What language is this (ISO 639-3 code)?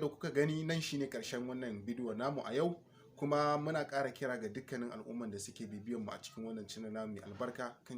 hau